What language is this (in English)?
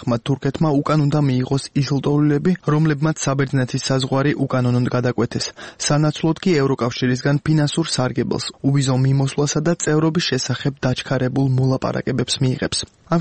Georgian